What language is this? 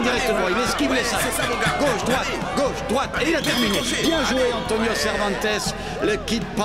French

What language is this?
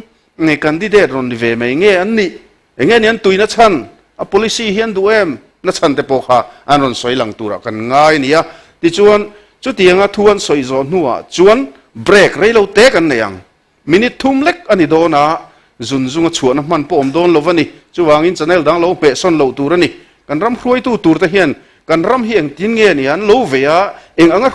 Mizo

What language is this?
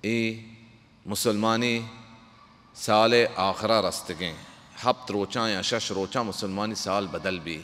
Baluchi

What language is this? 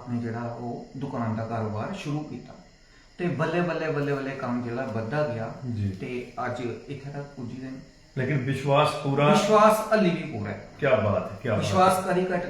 Dogri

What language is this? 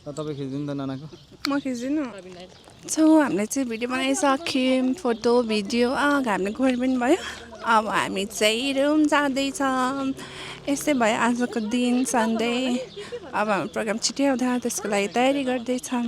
Nepali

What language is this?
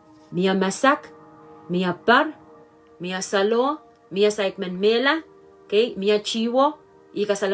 Pohnpeian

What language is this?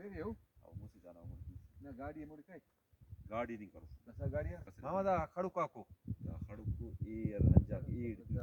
Brahui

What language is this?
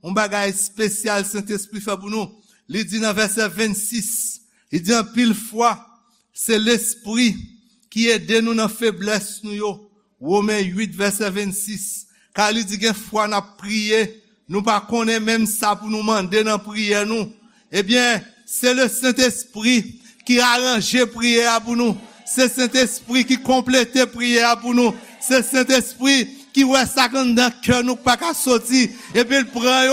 Haitian Creole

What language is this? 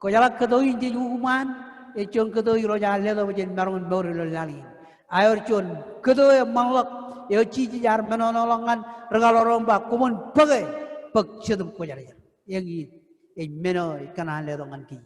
Marshallese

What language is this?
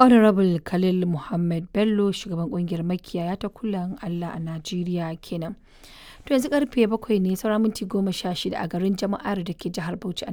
Hausa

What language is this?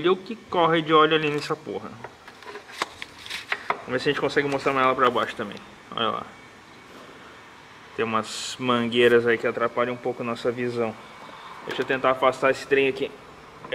Portuguese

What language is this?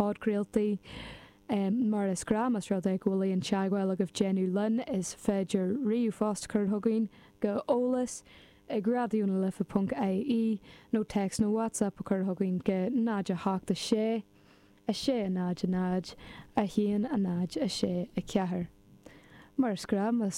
Irish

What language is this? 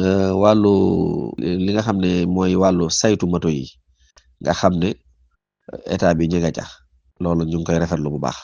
Wolof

